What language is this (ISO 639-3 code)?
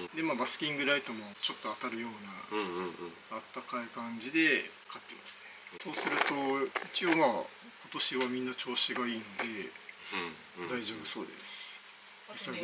jpn